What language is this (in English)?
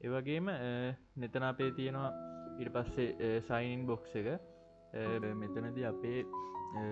Sinhala